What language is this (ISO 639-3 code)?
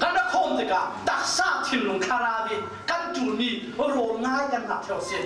cfm